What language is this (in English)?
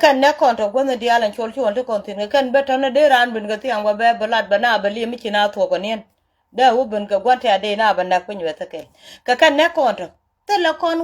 Nuer